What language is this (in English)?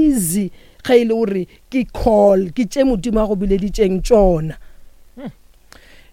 Northern Sotho